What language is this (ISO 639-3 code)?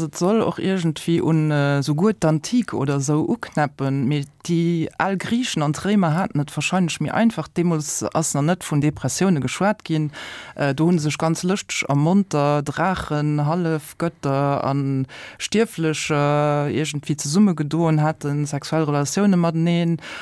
ltz